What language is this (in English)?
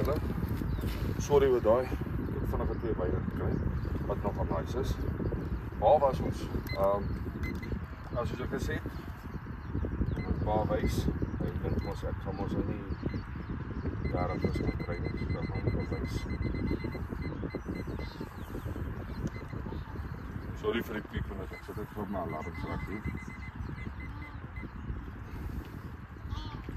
Afrikaans